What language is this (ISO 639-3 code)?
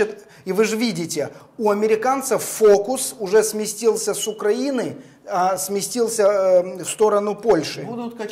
rus